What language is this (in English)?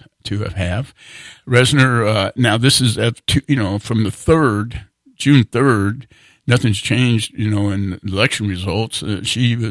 English